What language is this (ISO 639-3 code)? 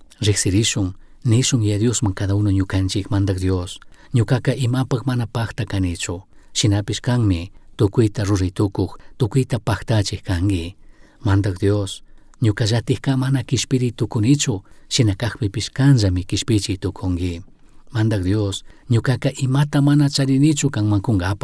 qug